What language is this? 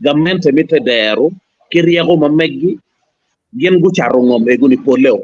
Acoli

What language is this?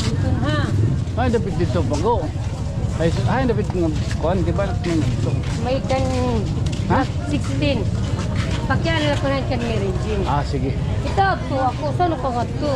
Waray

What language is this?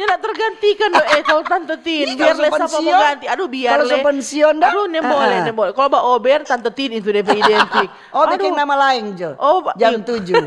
Manado Malay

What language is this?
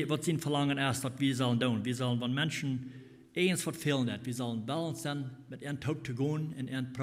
Plautdietsch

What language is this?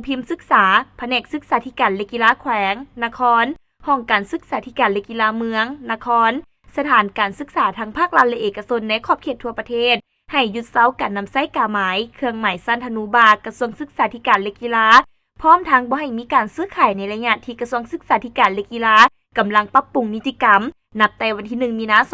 Lao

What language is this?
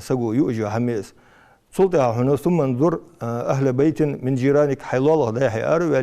Ingush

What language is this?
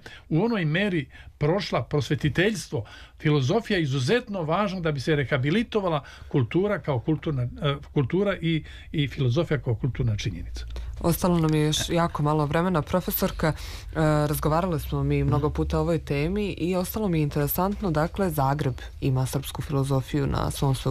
Serbian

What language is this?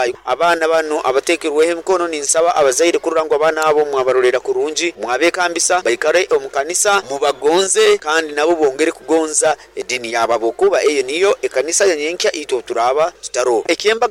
Nyoro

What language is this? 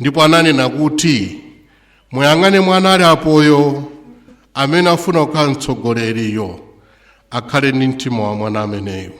Nyanja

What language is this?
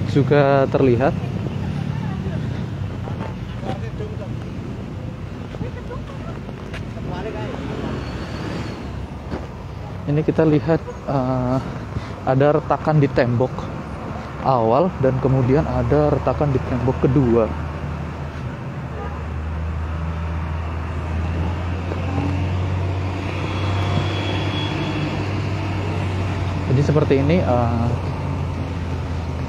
Indonesian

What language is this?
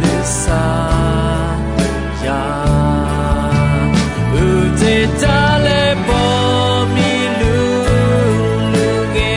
Akha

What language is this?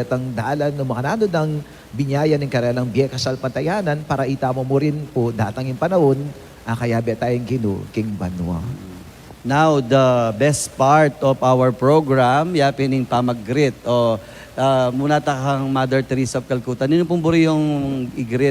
Pampanga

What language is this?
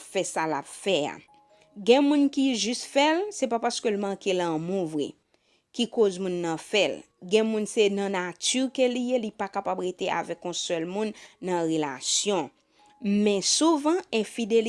Haitian Creole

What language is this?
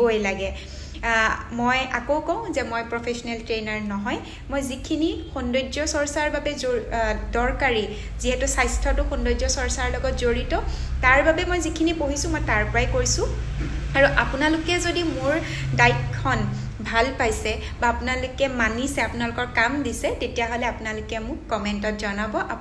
Assamese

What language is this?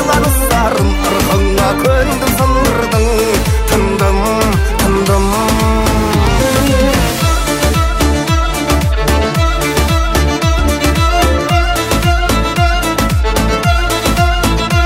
Kazakh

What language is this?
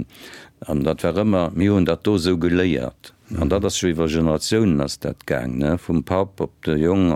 Luxembourgish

